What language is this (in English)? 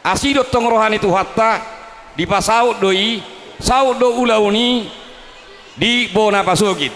Batak Toba